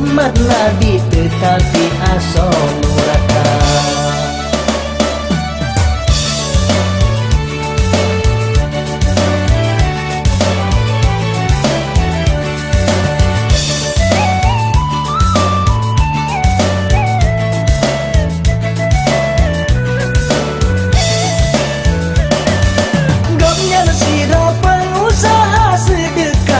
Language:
Malay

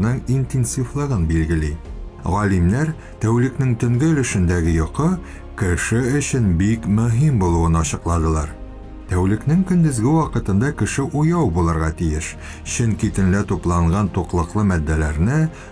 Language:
Tatar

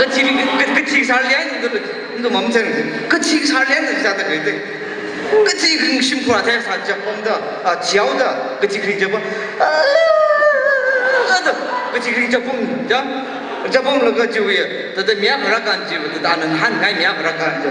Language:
Tangkhul Naga (India)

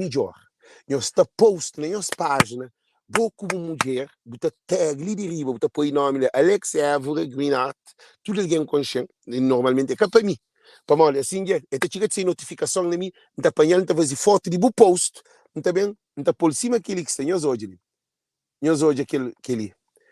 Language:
Kabuverdianu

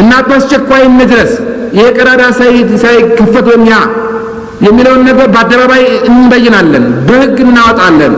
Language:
Amharic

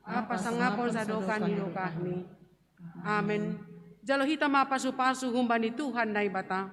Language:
Batak Simalungun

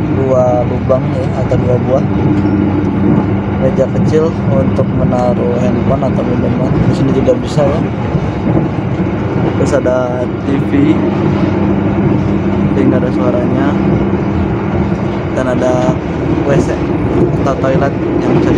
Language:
Indonesian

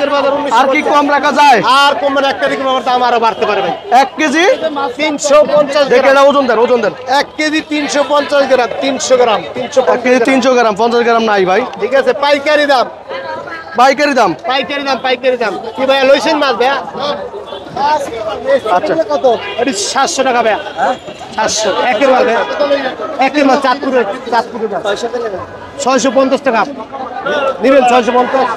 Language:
Bangla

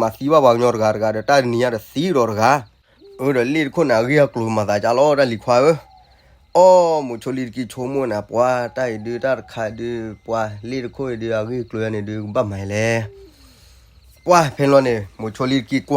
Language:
S'gaw Karen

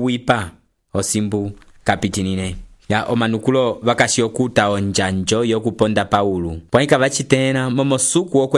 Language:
Umbundu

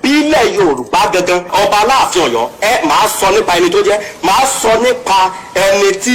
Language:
Yoruba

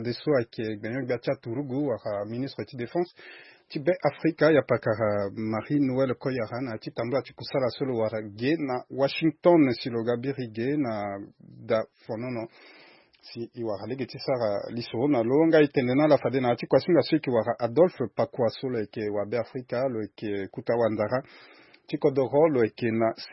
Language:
Sango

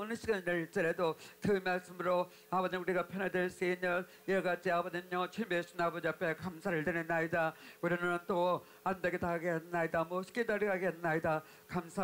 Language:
Korean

